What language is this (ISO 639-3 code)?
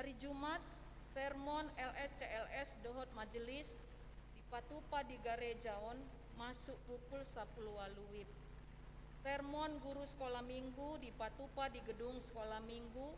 bbc